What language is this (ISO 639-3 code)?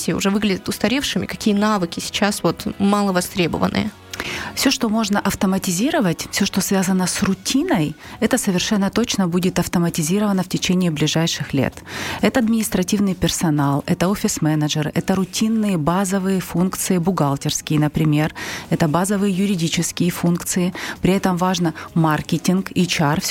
rus